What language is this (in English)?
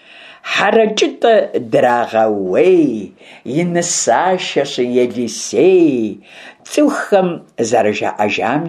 Kabardian